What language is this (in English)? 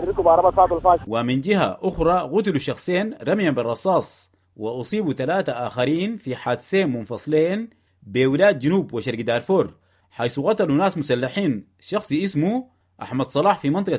Sudanese Arabic